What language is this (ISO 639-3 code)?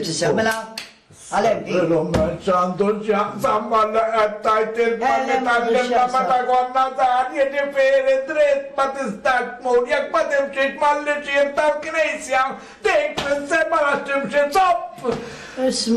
mlt